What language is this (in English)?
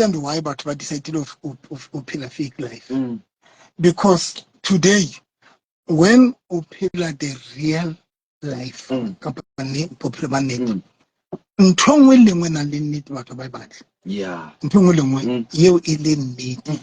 Southern Sotho